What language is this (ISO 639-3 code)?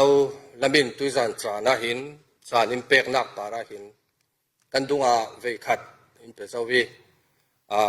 cfm